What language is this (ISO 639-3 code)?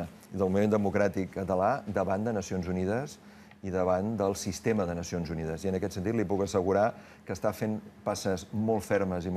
cat